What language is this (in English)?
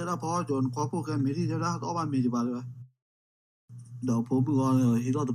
S'gaw Karen